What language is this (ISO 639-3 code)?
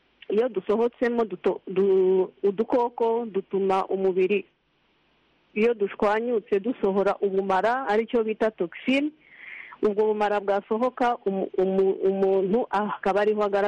kin